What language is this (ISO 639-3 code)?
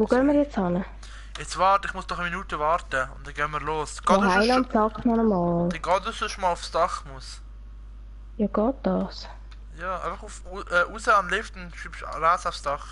gsw